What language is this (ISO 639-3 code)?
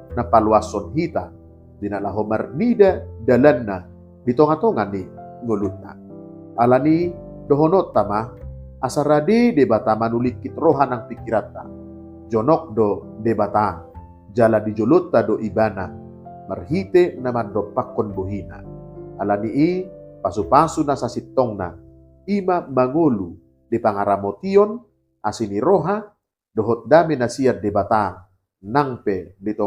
bbc